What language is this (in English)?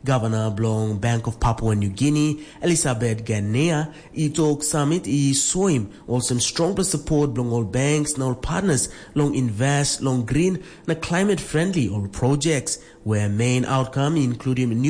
Tok Pisin